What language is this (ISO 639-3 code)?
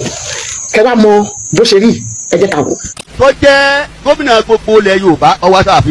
yor